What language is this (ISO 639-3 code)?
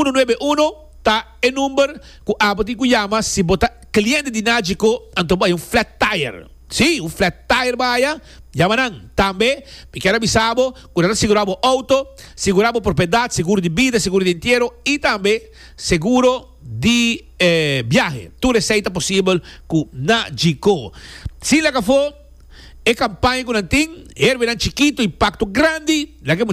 pap